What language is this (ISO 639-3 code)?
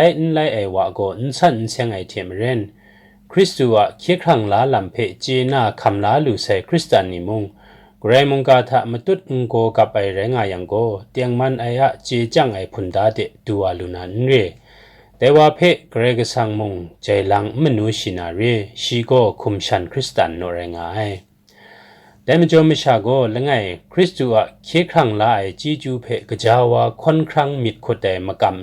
kac